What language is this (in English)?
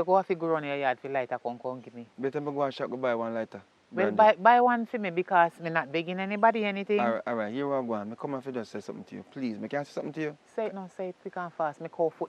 Jamaican Creole English